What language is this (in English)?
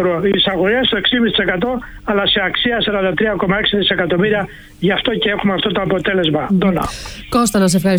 Greek